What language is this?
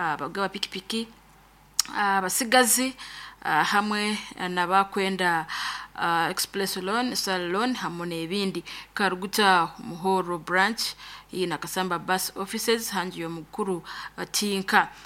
Nyoro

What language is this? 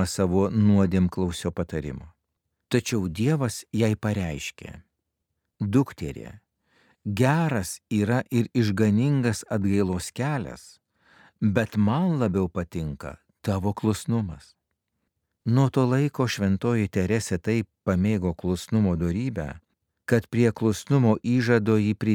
Lithuanian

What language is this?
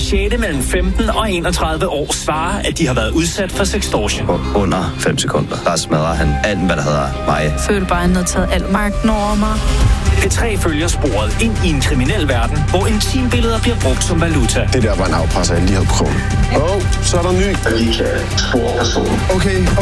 Danish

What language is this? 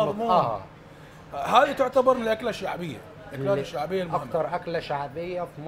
Mesopotamian Arabic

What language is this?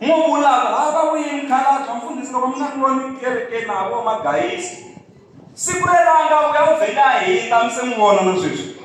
Tsonga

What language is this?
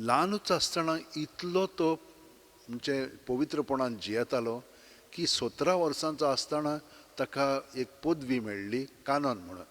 Konkani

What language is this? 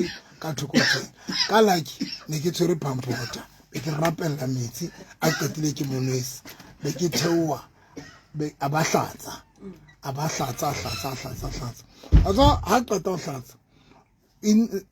Southern Sotho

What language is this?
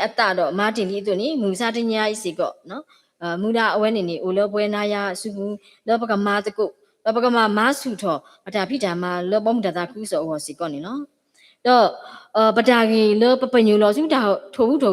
S'gaw Karen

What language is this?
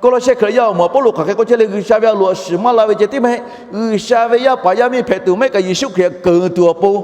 Lahu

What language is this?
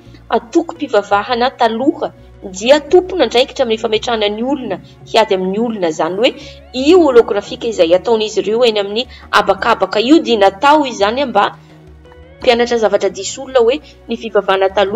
Malagasy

